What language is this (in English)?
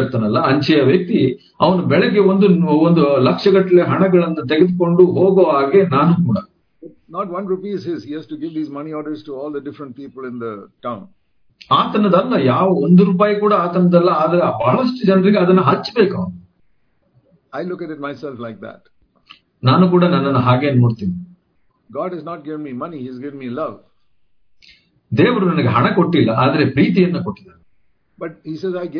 Kannada